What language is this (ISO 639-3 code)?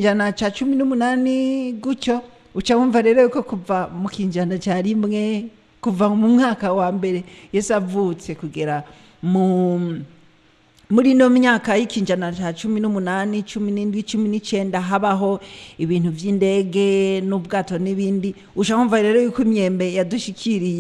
run